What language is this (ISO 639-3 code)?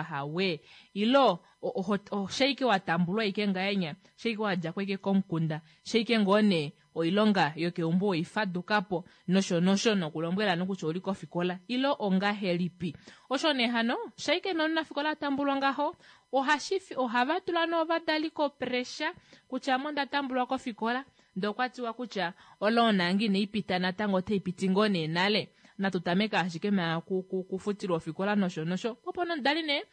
kua